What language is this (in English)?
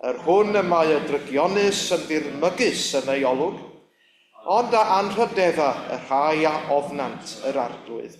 Welsh